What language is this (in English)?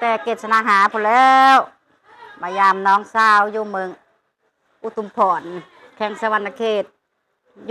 Lao